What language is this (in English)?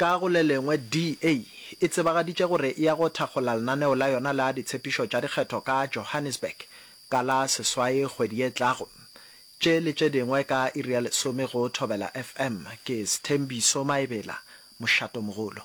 Northern Sotho